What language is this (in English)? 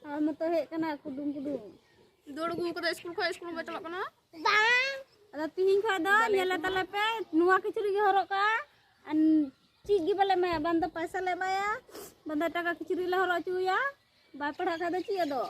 Santali